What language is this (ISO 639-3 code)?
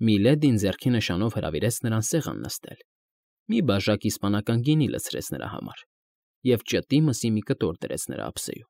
hye